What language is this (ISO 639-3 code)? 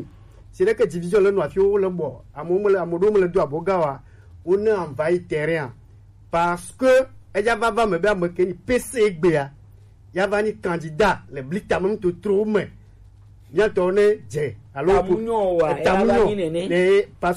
gej